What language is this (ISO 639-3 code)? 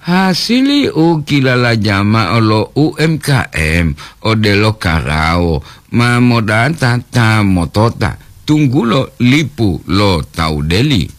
gor